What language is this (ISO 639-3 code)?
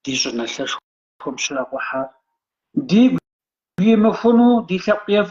kbd